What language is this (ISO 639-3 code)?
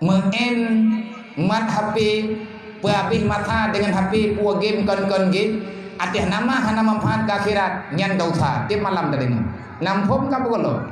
ace